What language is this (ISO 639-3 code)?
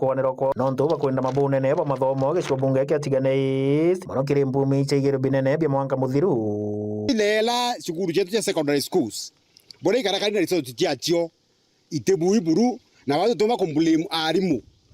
mer